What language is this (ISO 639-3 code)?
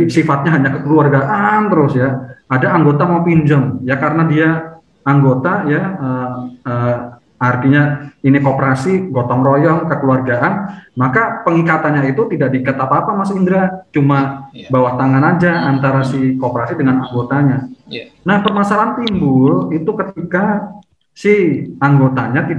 ind